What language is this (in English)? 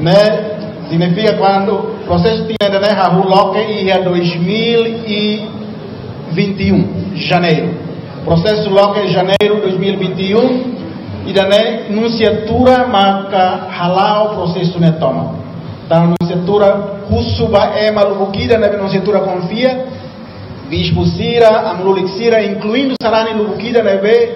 Tetum